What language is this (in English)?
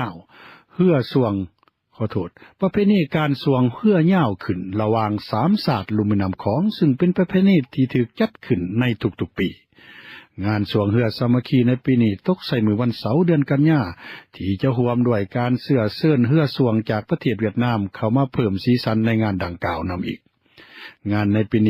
Lao